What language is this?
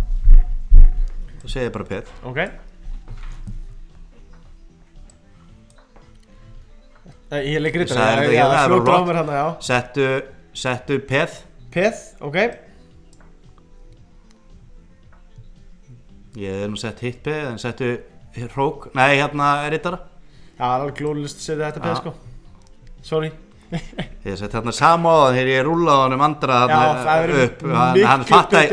Icelandic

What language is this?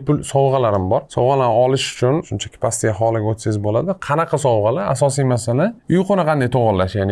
Uzbek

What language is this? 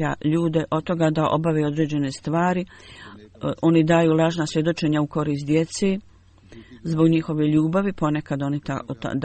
Bosnian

